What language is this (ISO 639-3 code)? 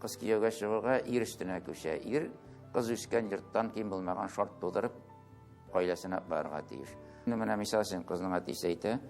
tat